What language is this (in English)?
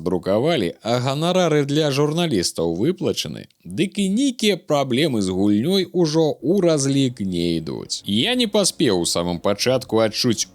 Belarusian